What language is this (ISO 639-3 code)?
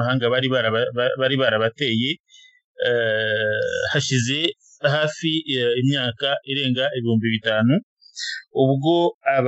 kin